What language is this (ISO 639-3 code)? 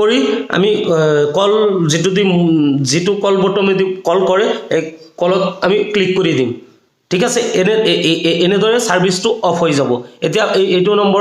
asm